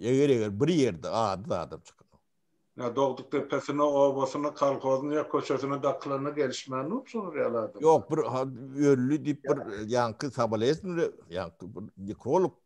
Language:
Turkmen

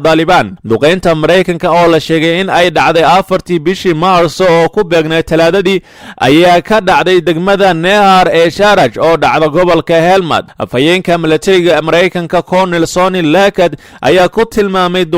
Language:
Somali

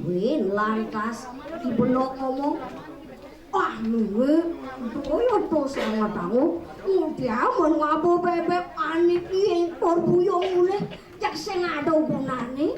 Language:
Balinese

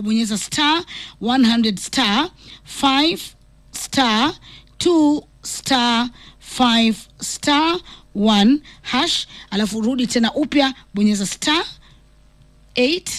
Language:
Swahili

